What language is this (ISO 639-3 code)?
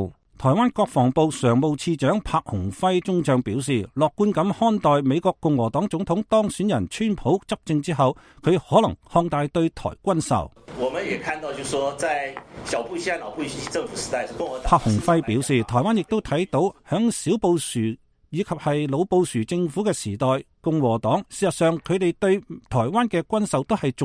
yue